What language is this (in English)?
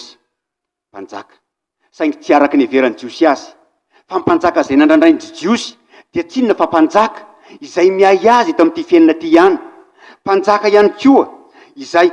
Malagasy